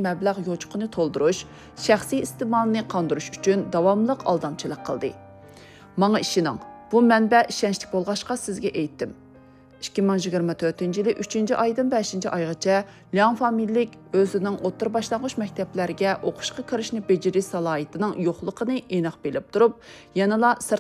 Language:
Uyghur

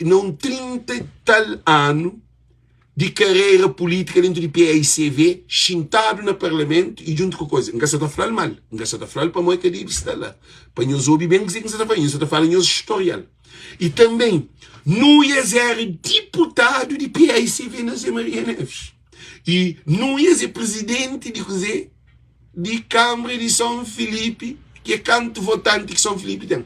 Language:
Kabuverdianu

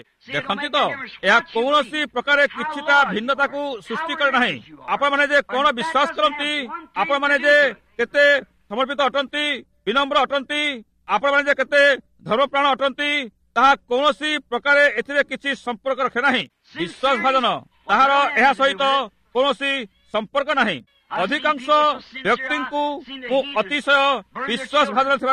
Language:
Odia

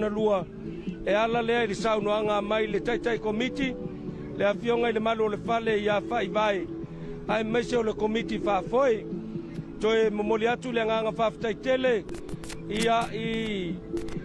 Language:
Samoan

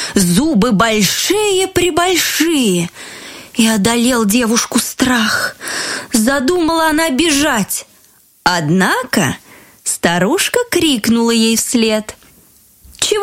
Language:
Russian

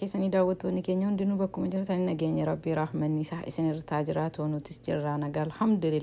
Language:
Oromo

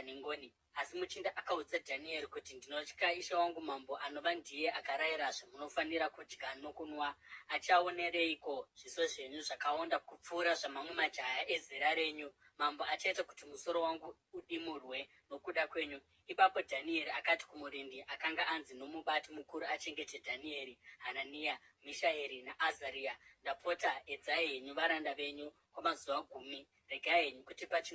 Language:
Shona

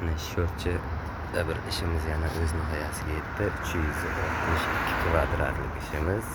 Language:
Uzbek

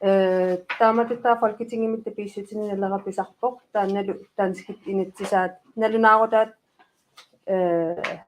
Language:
Kalaallisut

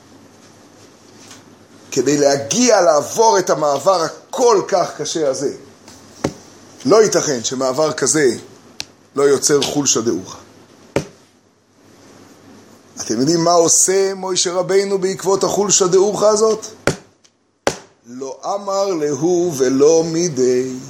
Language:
Hebrew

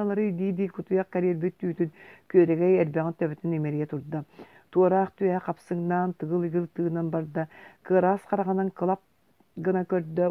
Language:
Yakut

